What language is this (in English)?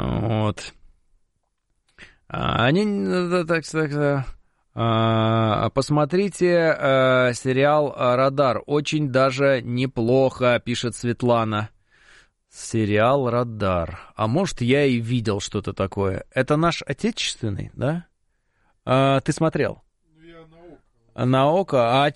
Russian